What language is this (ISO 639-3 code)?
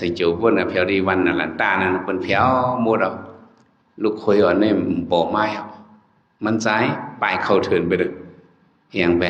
shn